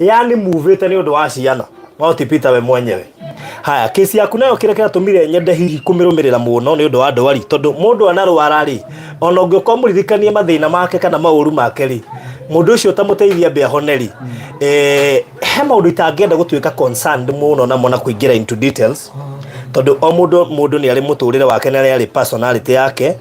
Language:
Kikuyu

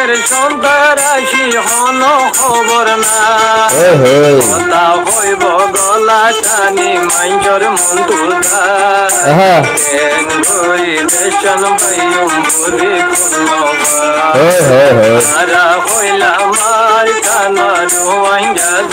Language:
Rohingya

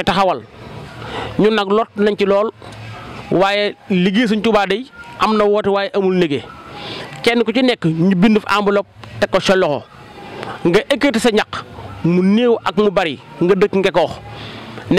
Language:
Wolof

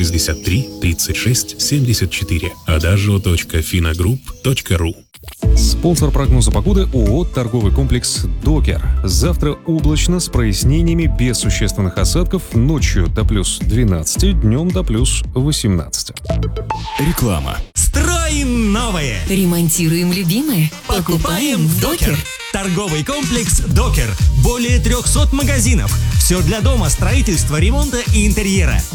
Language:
Russian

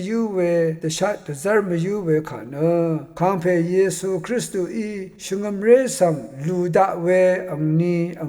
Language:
Rawang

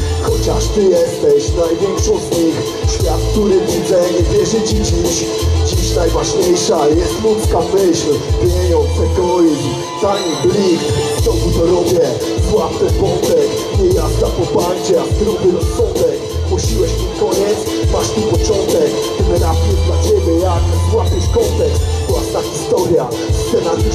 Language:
Polish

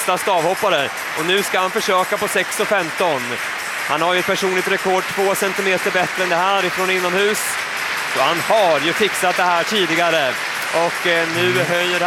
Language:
Swedish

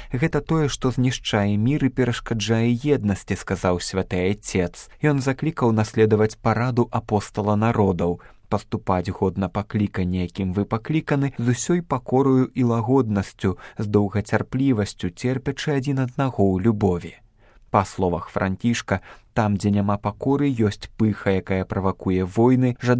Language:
Belarusian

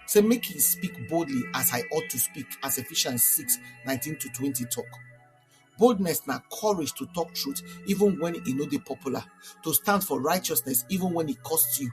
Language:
Nigerian Pidgin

